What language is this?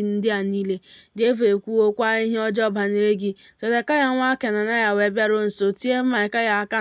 Igbo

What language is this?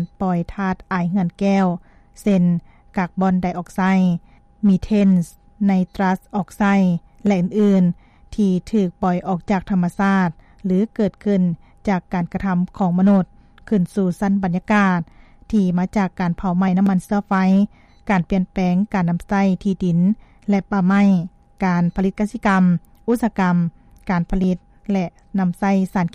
Lao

